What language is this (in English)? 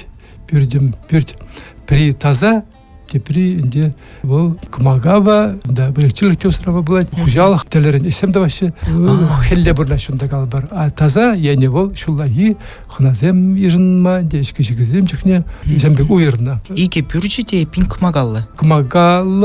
Chuvash